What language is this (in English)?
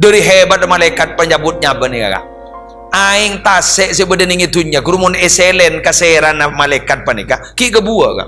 Madurese